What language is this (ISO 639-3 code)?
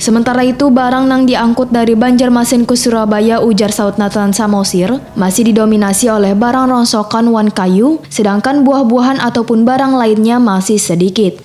bjn